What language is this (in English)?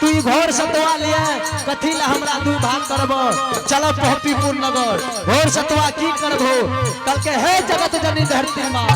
Angika